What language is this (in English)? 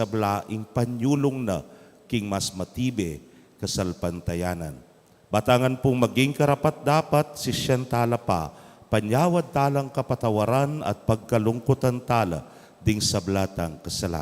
Pampanga